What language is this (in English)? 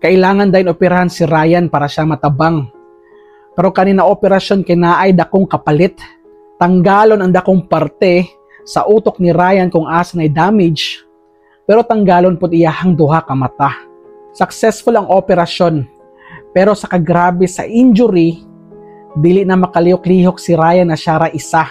Cebuano